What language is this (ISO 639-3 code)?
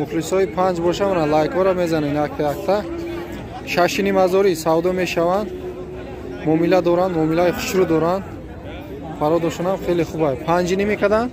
tgk